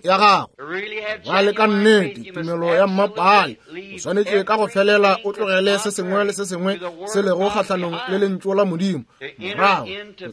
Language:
Northern Sotho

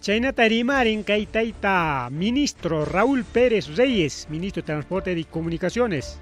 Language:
Ayacucho Quechua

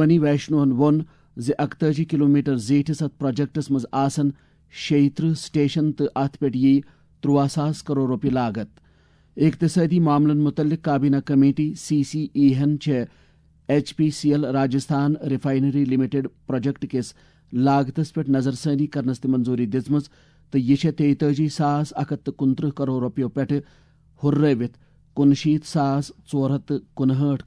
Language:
Kashmiri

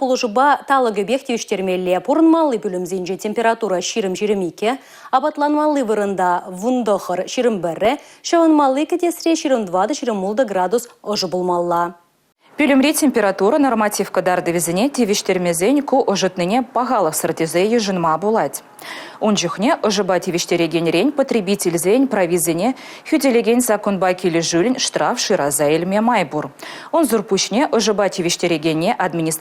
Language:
Chuvash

